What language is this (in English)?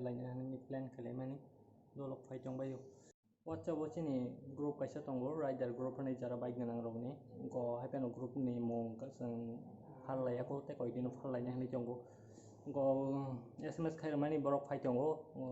Kok Borok